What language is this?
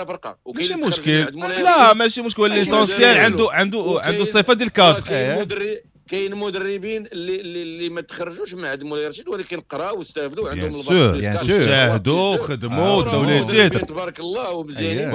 Moroccan Arabic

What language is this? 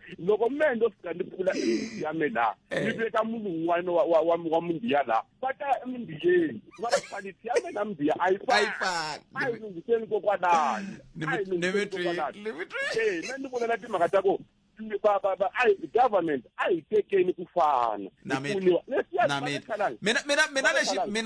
Tsonga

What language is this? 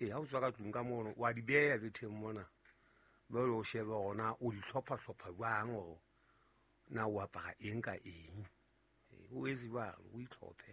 Southern Sotho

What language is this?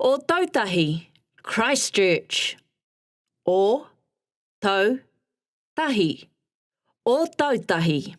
Māori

